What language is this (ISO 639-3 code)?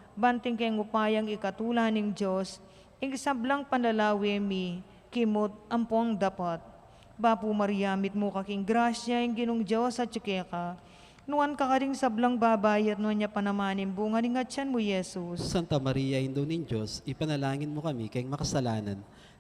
pam